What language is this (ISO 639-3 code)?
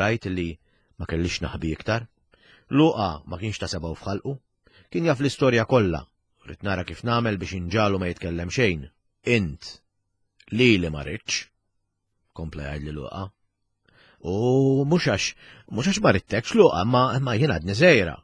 mlt